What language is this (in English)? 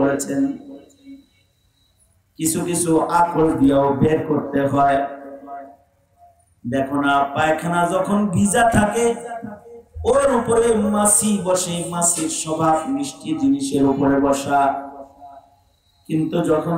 Bangla